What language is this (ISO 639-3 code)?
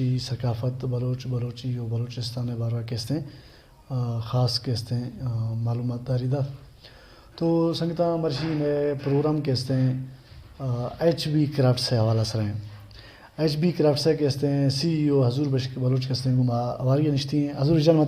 bal